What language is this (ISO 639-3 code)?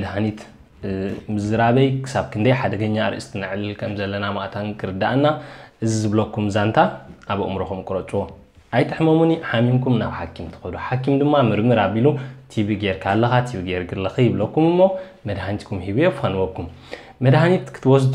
tir